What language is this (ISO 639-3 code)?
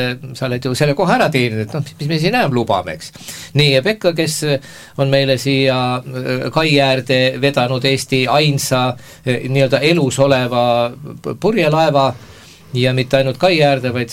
est